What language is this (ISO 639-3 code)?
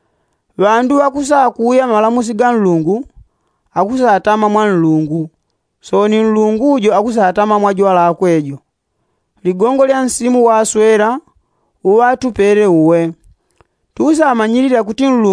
yao